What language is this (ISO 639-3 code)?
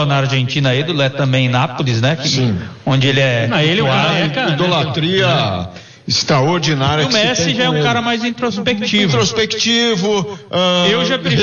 por